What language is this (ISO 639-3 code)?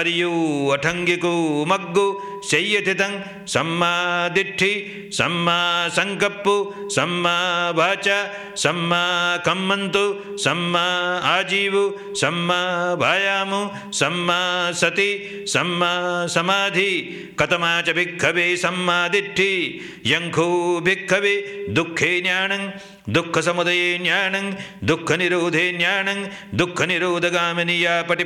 pli